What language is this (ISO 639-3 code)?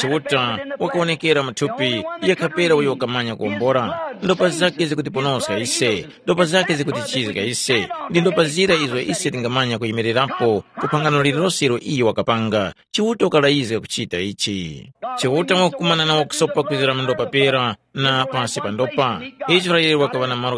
tum